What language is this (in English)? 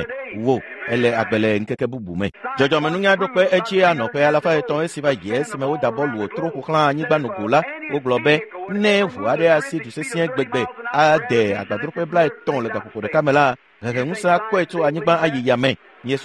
Ewe